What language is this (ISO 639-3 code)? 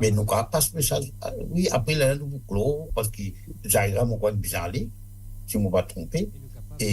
mfe